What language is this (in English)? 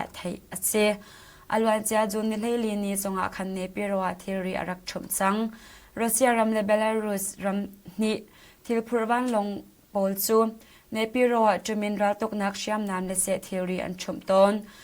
Hakha Chin